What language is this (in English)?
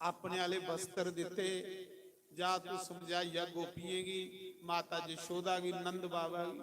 Dogri